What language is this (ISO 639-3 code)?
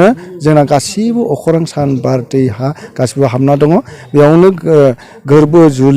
brx